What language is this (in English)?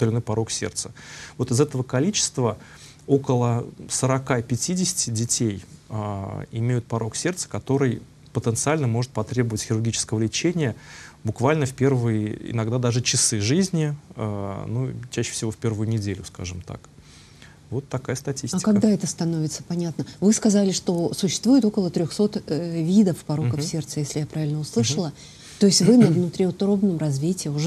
Russian